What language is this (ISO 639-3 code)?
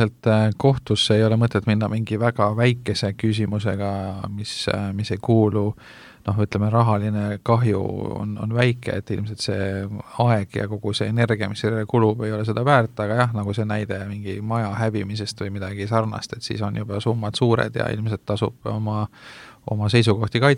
est